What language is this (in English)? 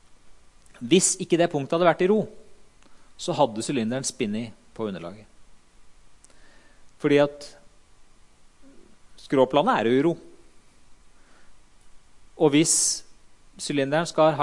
Norwegian